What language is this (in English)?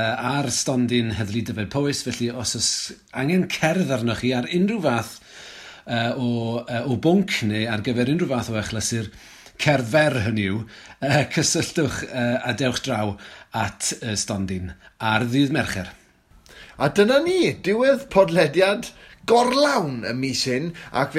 Welsh